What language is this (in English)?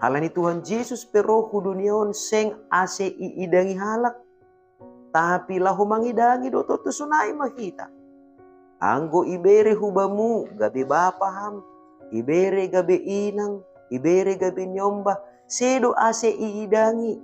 Batak Simalungun